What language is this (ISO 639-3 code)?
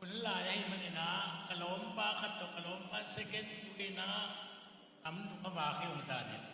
ctd